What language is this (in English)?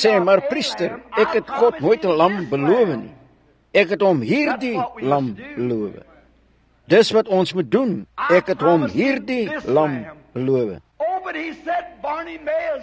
Afrikaans